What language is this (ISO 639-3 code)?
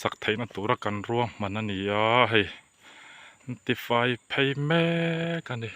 lus